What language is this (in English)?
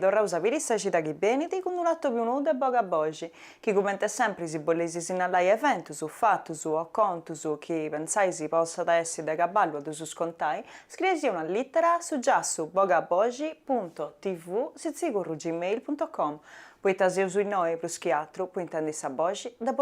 Sardinian